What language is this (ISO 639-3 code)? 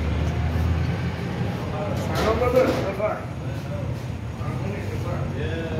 fas